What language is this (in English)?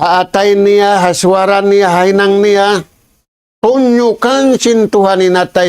Tausug